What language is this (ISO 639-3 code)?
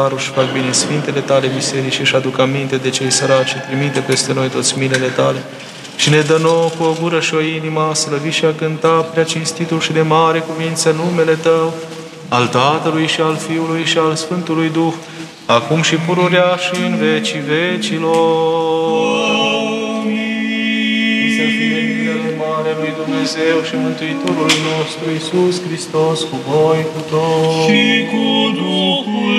ron